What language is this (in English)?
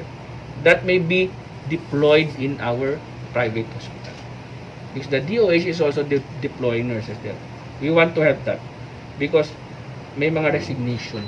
Hiligaynon